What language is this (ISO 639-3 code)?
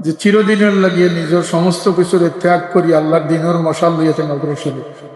syl